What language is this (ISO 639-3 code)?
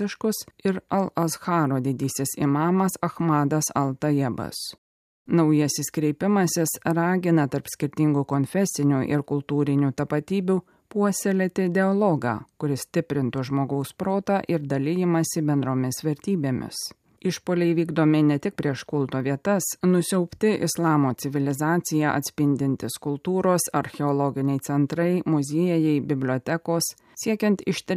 lit